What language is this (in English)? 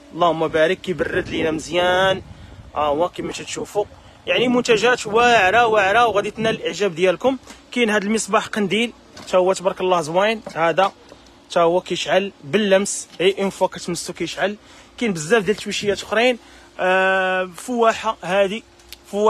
Moroccan Arabic